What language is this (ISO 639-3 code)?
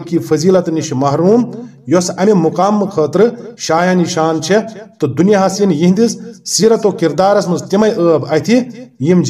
kas